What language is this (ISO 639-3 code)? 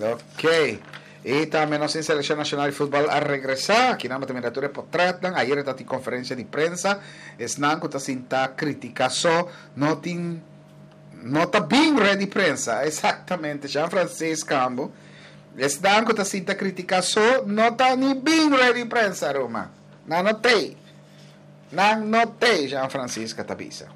pap